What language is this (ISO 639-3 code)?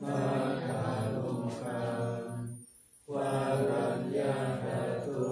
pli